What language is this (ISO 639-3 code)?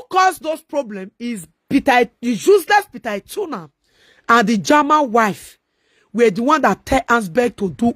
pcm